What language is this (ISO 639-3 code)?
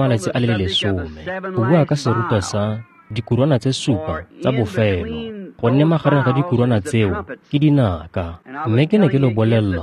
tsn